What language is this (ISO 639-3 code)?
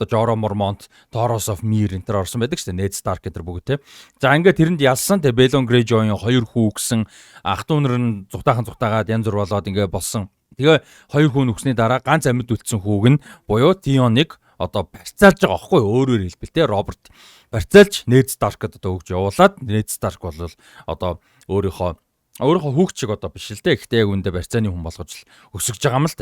mon